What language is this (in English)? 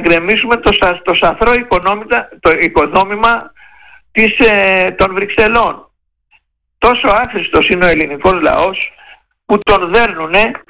Greek